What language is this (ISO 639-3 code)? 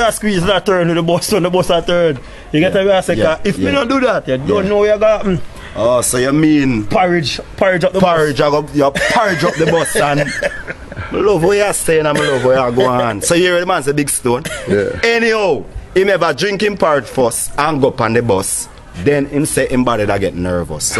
jam